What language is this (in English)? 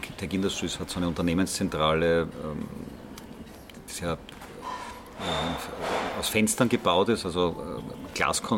German